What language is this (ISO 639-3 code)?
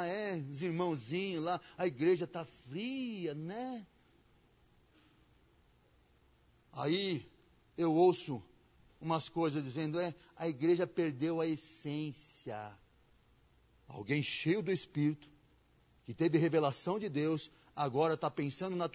por